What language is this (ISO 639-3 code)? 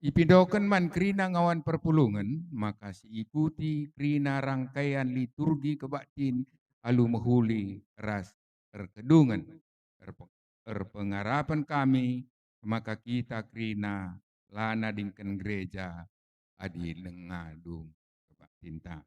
btx